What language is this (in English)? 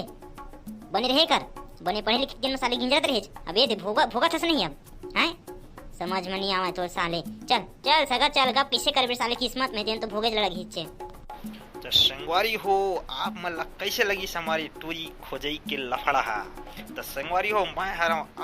Chhattisgarhi